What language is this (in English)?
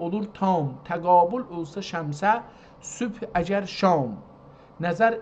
South Azerbaijani